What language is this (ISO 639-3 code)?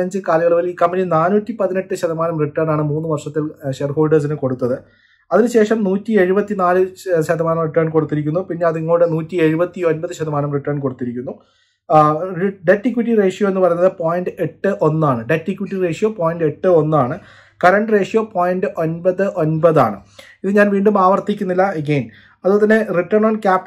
mal